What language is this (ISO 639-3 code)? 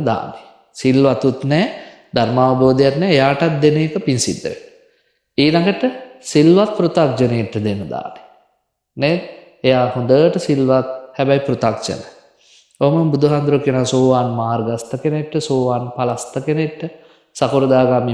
sin